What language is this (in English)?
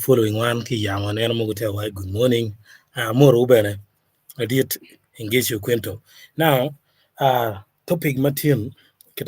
Acoli